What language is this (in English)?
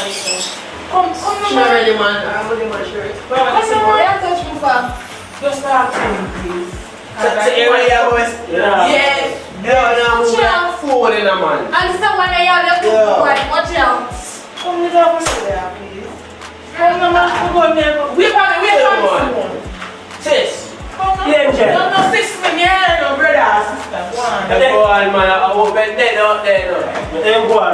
Jamaican Creole English